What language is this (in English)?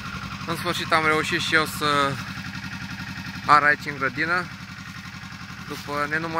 Romanian